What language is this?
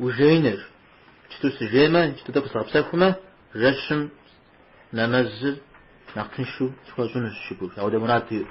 Kabardian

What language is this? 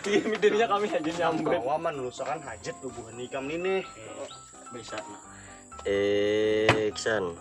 Banjar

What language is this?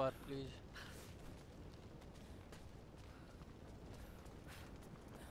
Hindi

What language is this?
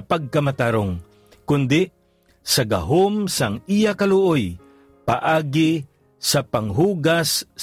Hiligaynon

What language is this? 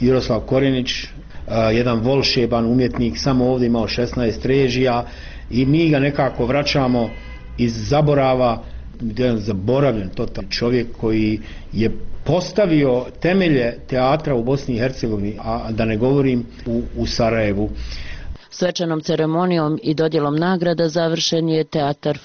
Bosnian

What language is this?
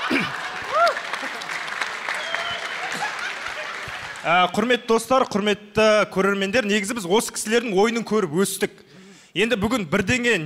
Kazakh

